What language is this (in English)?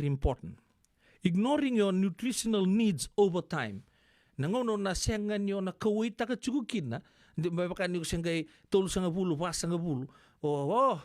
Fijian